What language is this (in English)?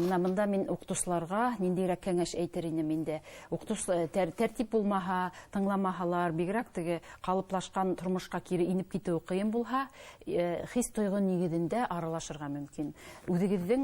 Bashkir